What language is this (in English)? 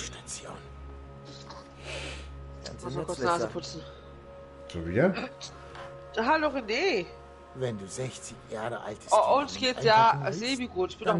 German